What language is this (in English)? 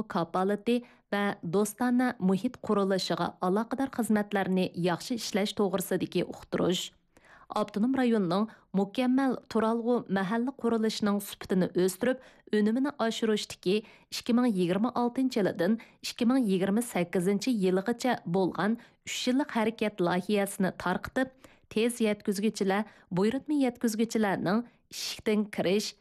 Uyghur